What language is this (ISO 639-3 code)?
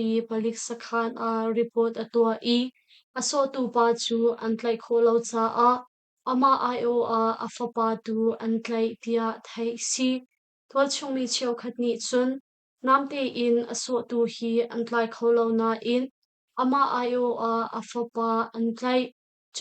cnh